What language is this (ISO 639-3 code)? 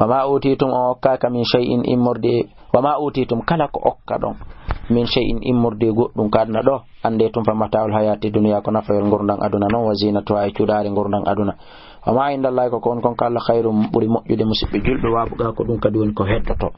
ful